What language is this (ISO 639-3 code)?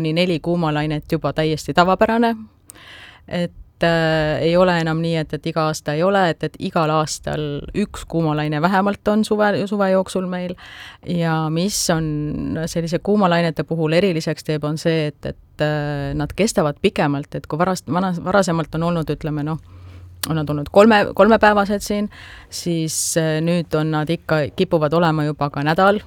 est